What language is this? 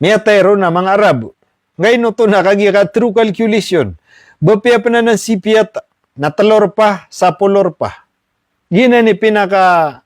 Maranao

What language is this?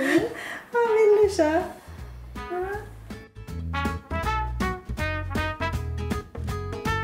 Norwegian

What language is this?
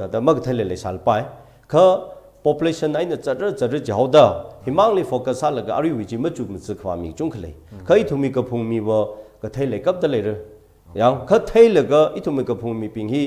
Tangkhul Naga (India)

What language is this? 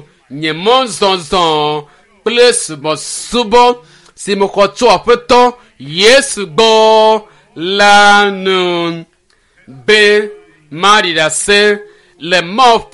Ewe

